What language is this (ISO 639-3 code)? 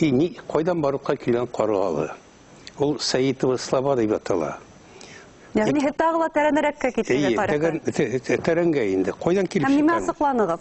bak